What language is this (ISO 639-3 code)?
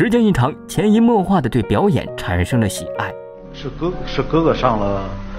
zho